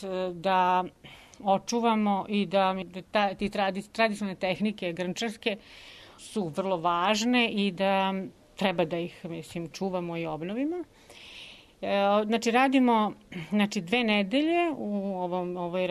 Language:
Serbian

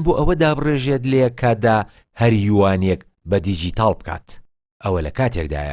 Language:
Central Kurdish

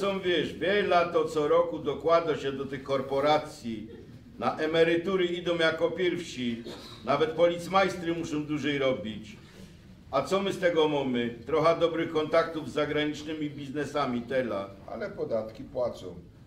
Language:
Silesian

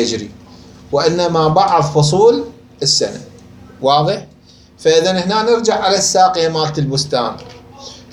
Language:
Mesopotamian Arabic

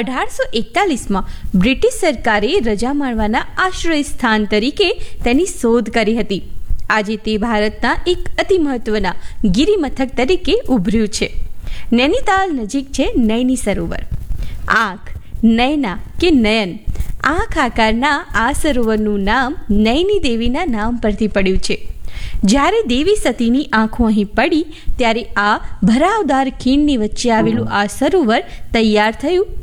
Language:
Gujarati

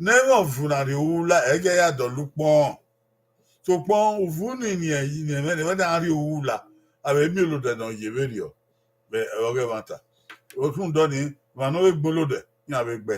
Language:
Bini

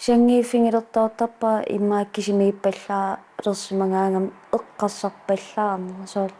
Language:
Kalaallisut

